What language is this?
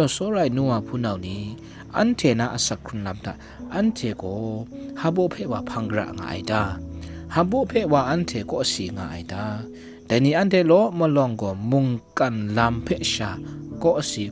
Kachin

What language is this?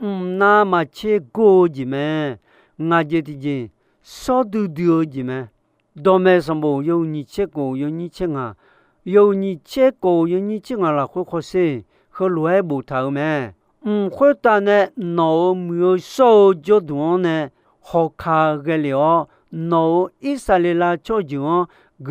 Akha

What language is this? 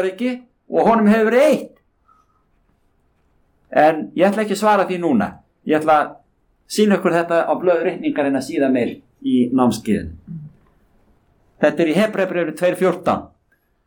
Icelandic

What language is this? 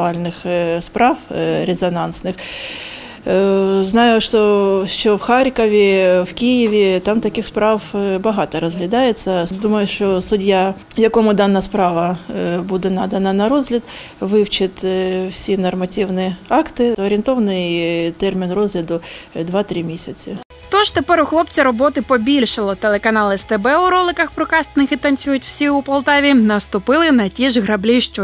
Ukrainian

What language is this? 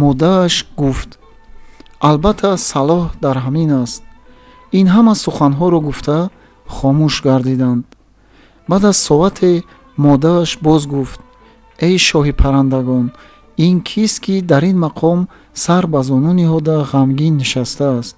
Tajik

